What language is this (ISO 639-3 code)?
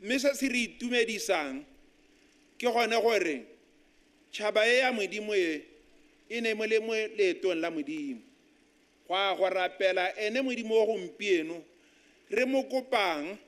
tsn